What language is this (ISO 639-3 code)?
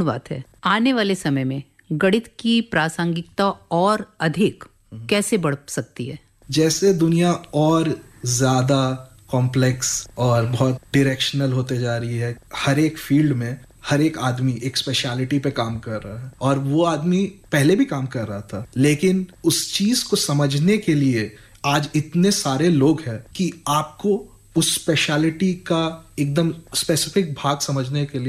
hin